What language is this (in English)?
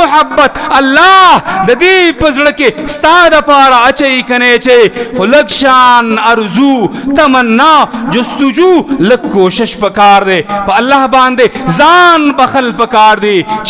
Pashto